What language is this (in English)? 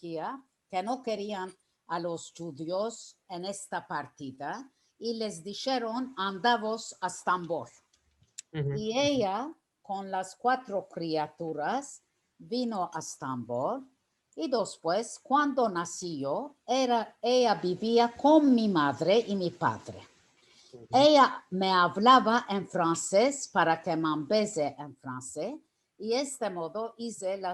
Ladino